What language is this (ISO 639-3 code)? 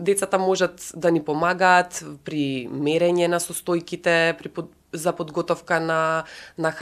mkd